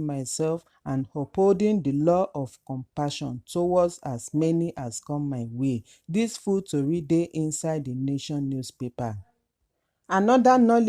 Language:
Nigerian Pidgin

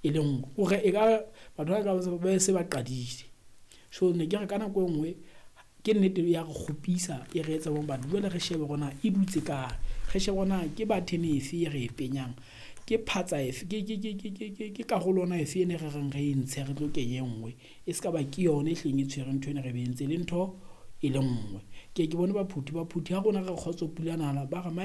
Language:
Southern Sotho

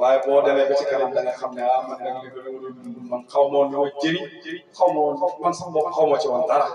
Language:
Wolof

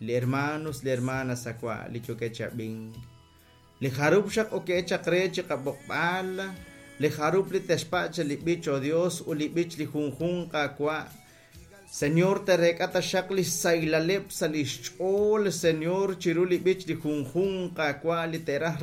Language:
Kekchí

